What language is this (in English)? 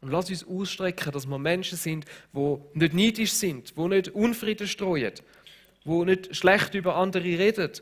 Swiss German